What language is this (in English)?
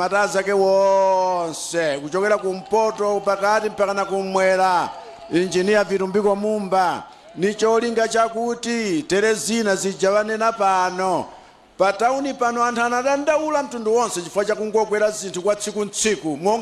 Nyanja